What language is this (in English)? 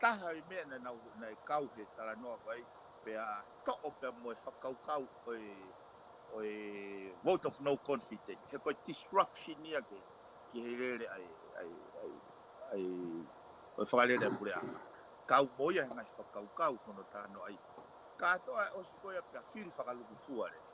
Tongan